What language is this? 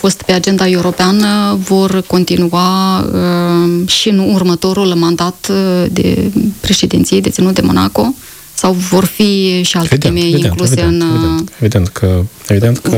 Romanian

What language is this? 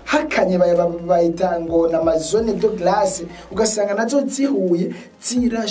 Rundi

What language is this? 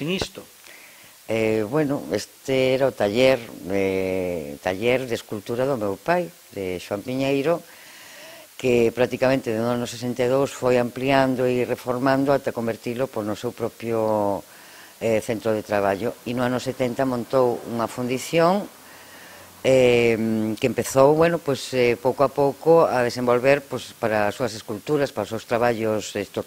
Galician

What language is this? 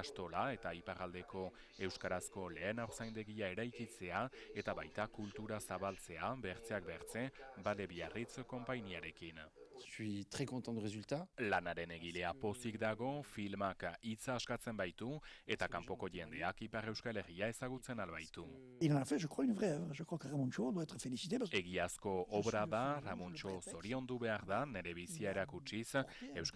Basque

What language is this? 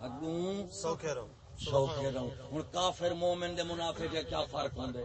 Saraiki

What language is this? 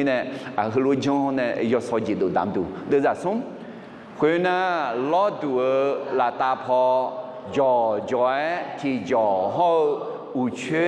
Akha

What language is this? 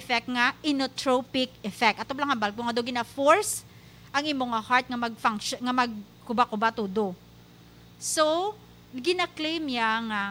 Hiligaynon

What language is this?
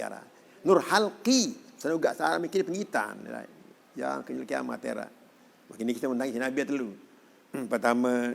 Sasak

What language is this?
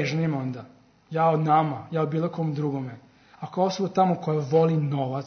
Serbian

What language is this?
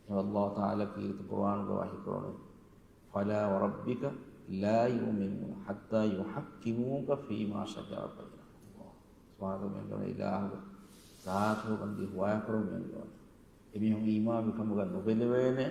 Divehi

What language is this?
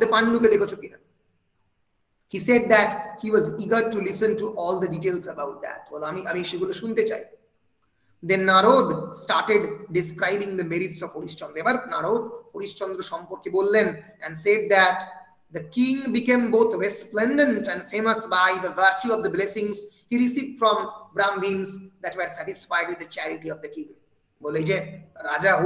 Bangla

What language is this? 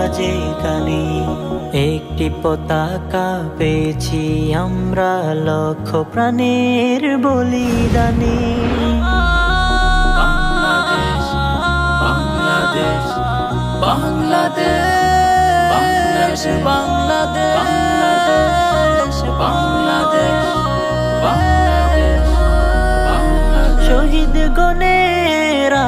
Bangla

